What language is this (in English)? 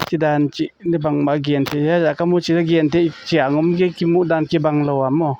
Paite Chin